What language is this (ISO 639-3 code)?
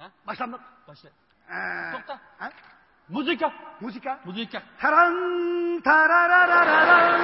uig